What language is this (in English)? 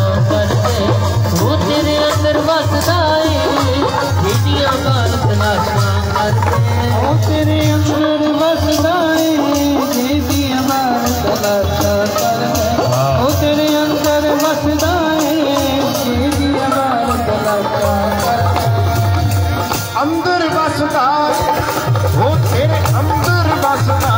Punjabi